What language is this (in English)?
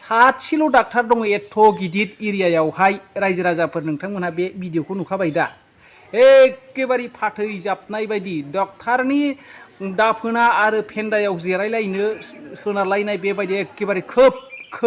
Bodo